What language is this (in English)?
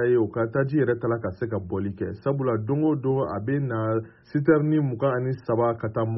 Bambara